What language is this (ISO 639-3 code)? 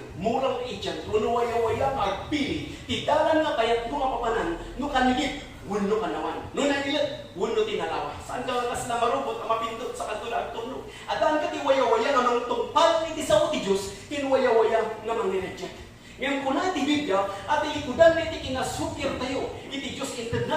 ilo